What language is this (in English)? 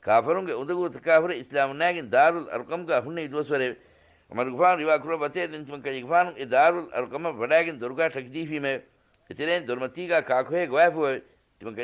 Divehi